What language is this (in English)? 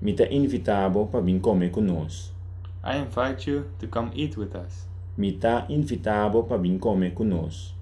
Papiamento